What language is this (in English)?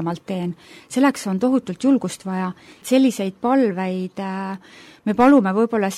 Estonian